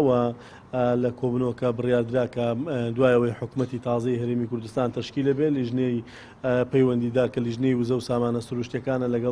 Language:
Central Kurdish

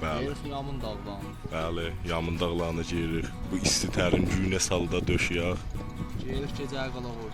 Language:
South Azerbaijani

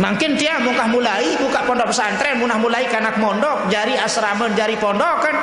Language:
Sasak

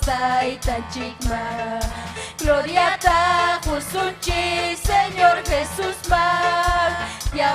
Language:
Ayacucho Quechua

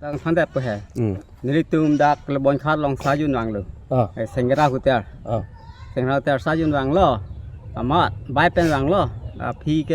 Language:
Karbi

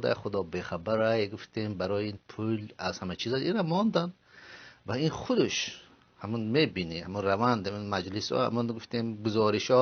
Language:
Tajik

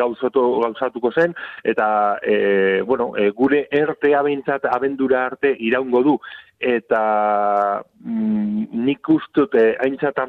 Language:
Basque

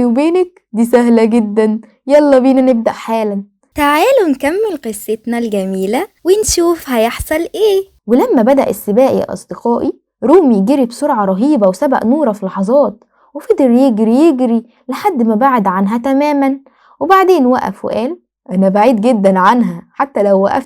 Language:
Egyptian Arabic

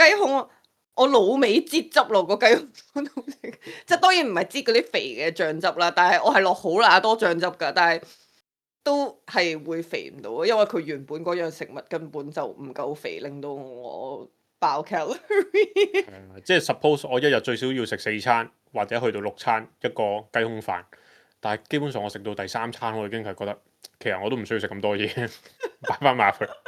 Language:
Cantonese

